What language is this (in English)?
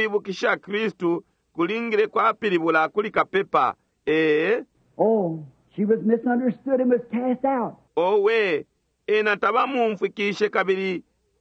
Bemba